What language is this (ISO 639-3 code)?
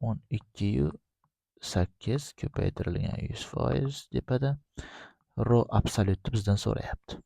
uzb